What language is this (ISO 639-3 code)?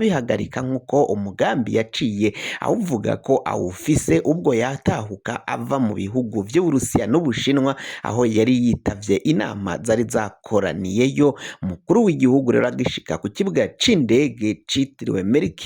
run